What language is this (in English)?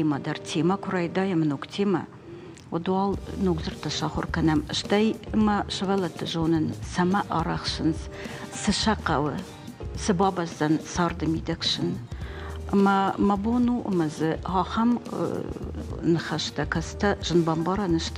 Ossetic